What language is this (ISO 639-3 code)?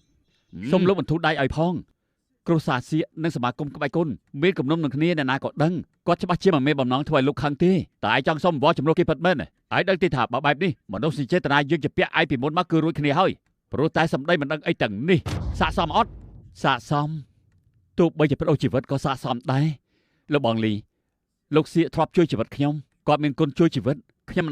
khm